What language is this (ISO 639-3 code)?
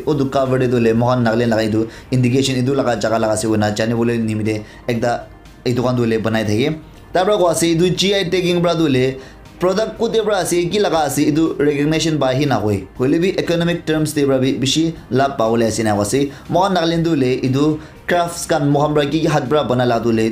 nag